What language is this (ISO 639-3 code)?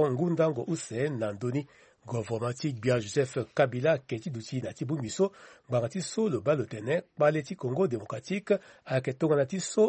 sag